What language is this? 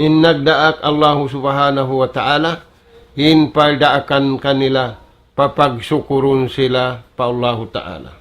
Tausug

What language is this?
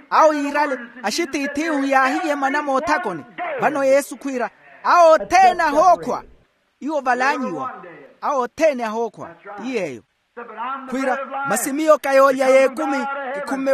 Makhuwa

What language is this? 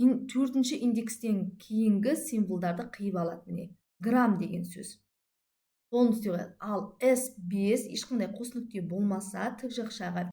Kazakh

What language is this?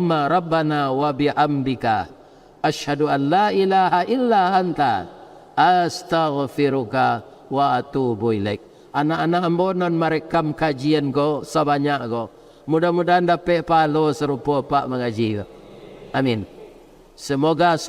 Minangkabau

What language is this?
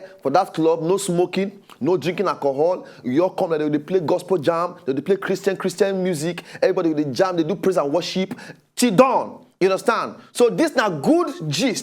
Nigerian Pidgin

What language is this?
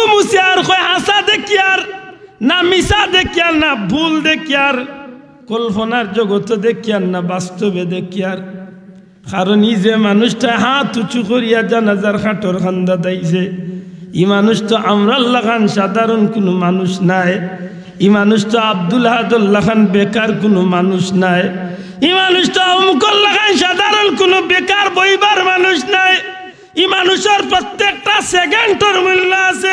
Sylheti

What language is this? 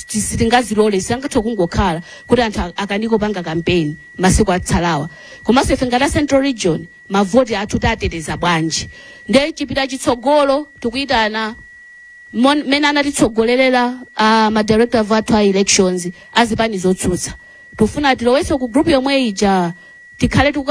Nyanja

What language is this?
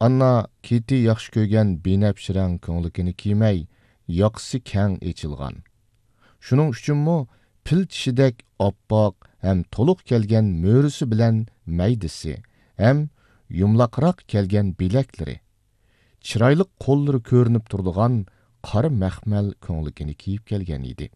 Uyghur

